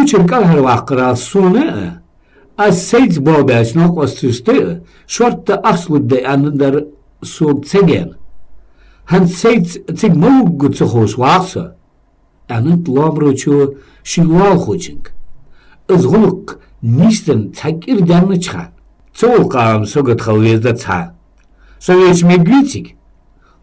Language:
Ingush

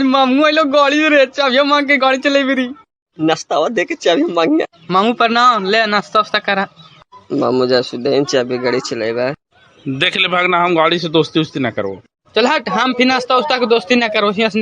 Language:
Magahi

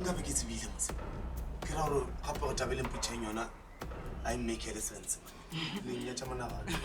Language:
Northern Sotho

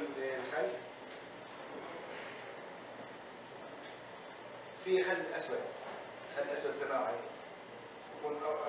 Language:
Arabic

